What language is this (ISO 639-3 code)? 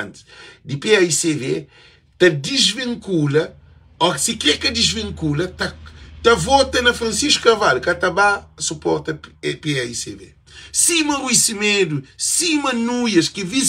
kea